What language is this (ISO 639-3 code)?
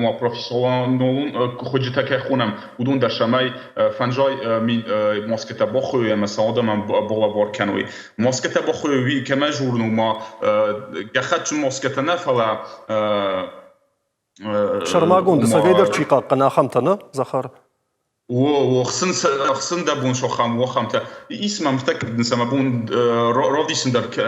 oss